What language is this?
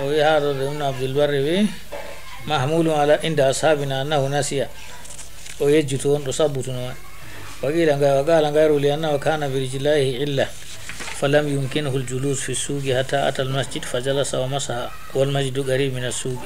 Fula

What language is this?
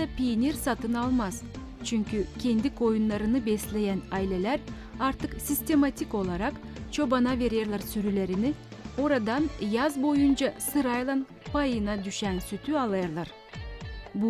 Gagauz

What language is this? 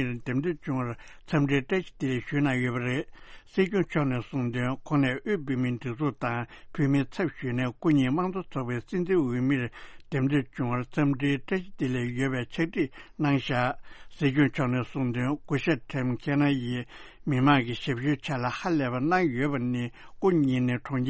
Tibetan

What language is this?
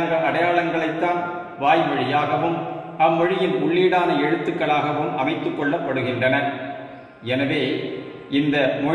Tamil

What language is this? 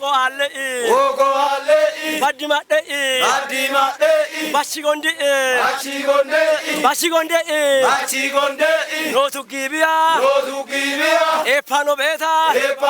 Kafa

